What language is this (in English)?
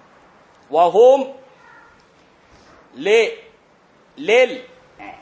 Thai